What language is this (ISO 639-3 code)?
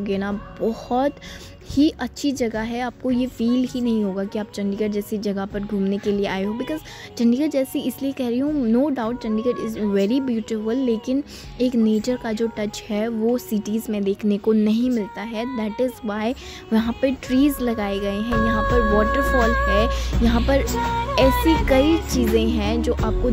hin